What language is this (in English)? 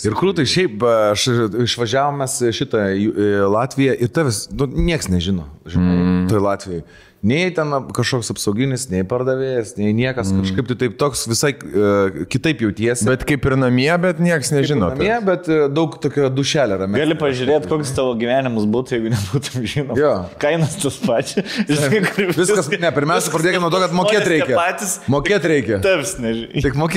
Lithuanian